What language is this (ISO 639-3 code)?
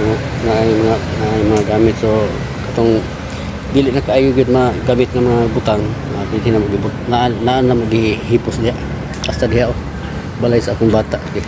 ceb